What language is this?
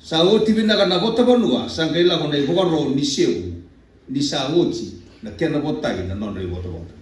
Fijian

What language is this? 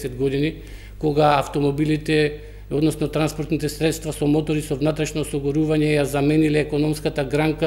Macedonian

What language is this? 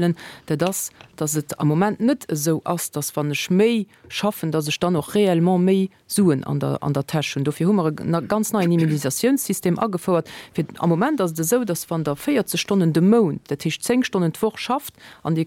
Luxembourgish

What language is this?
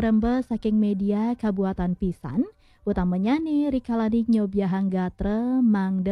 Balinese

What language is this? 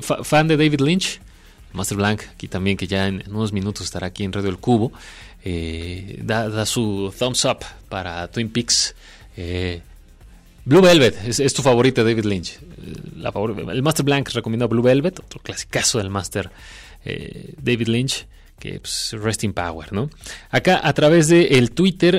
Spanish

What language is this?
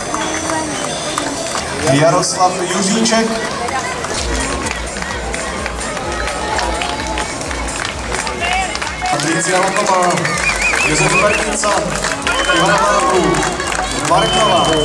Czech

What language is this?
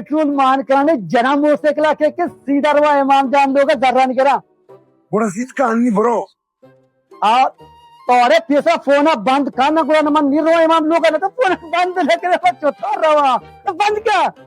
Baluchi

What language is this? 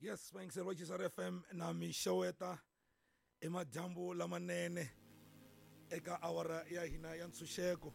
Tsonga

